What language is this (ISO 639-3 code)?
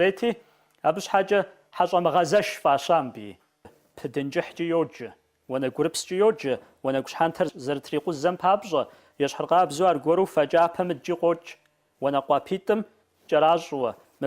kbd